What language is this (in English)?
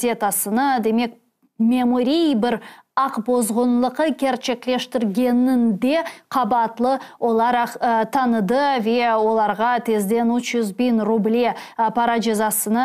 Crimean Tatar